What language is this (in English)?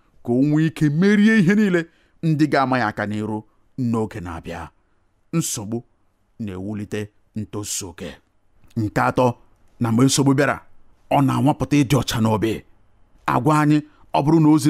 Igbo